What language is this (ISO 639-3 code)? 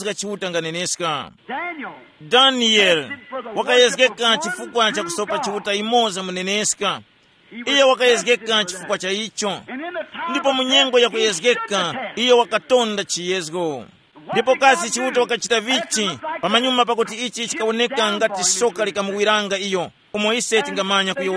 tum